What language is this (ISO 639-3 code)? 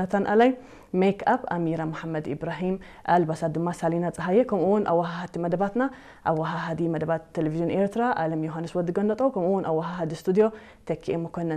tir